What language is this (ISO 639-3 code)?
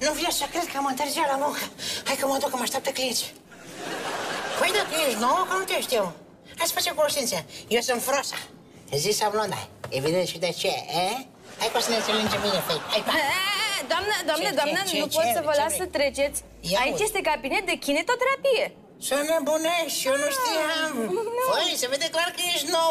ron